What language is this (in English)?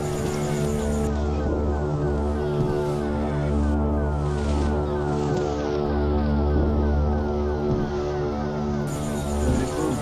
Minangkabau